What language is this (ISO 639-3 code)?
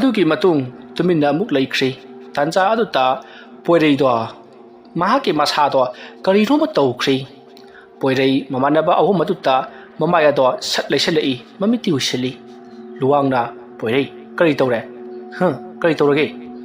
mni